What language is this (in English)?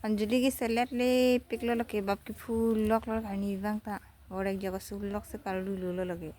Karbi